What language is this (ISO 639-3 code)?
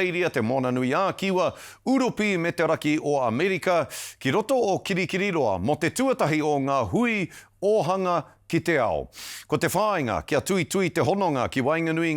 mri